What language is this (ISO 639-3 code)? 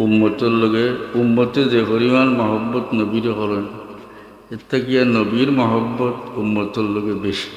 syl